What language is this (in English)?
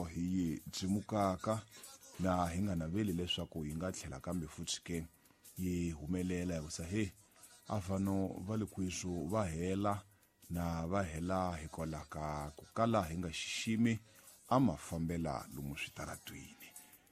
Tsonga